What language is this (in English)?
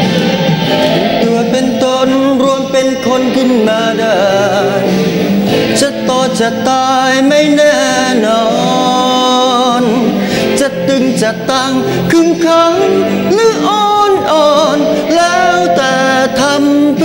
Thai